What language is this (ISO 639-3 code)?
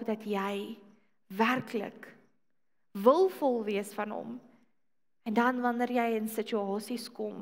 afr